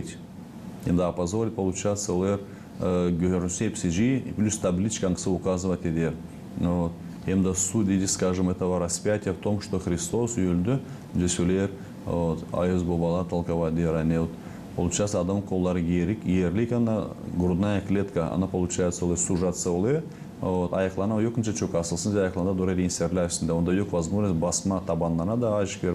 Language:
Gagauz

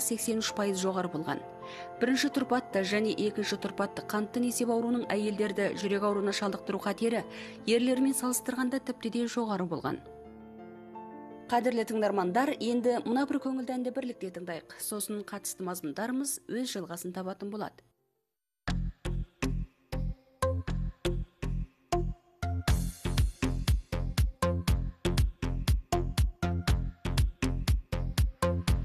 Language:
Kazakh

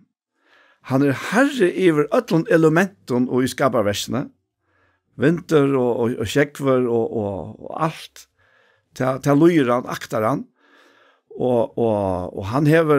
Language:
Faroese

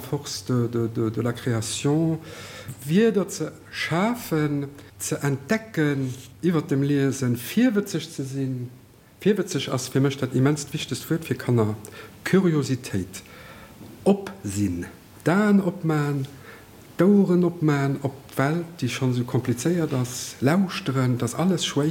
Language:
Luxembourgish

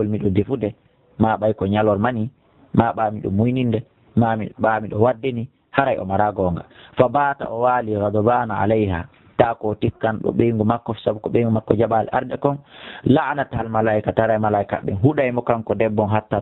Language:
Fula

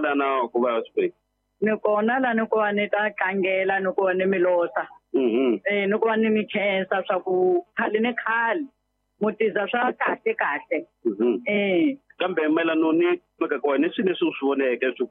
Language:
Tsonga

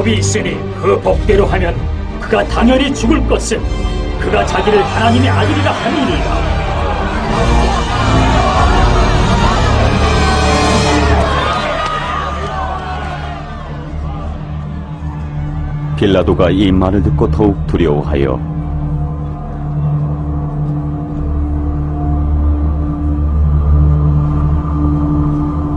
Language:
Korean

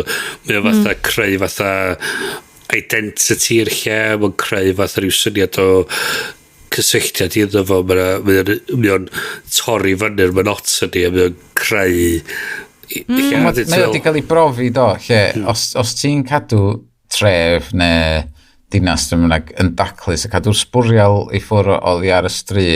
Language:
Welsh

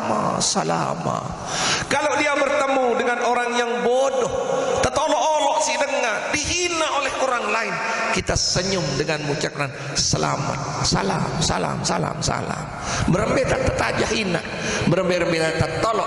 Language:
Sasak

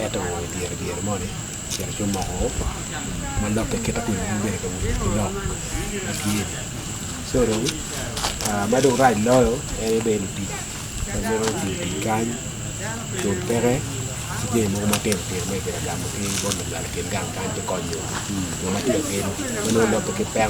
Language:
Acoli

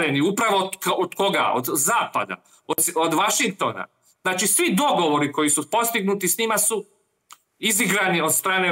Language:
Serbian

